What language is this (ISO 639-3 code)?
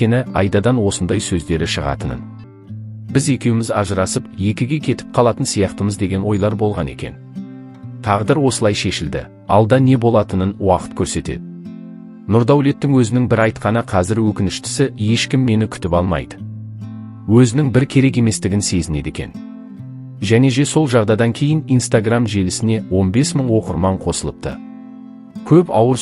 kaz